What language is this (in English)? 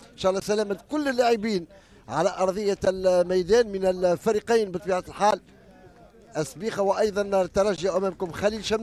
Tunisian Arabic